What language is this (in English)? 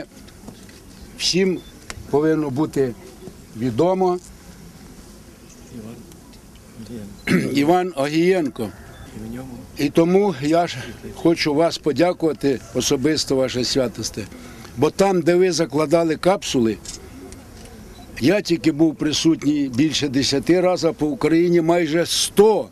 Ukrainian